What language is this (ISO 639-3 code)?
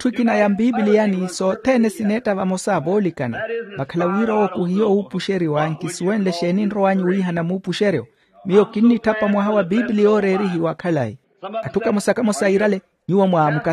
vmw